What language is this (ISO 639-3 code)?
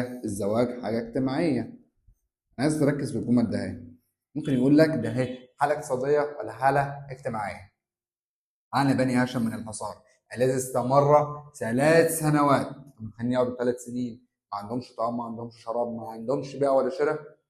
arz